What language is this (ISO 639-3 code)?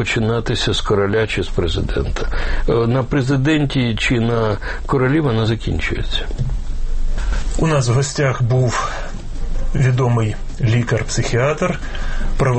ukr